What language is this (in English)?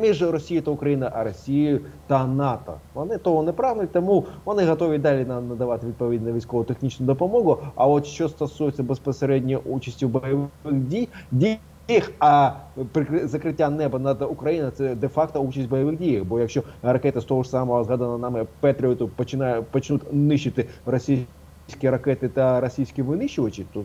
Ukrainian